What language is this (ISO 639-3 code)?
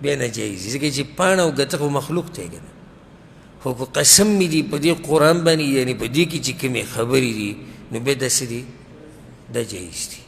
pus